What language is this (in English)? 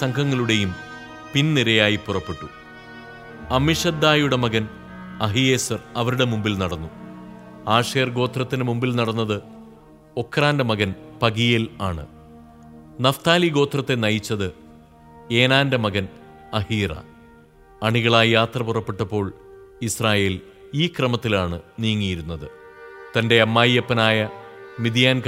Malayalam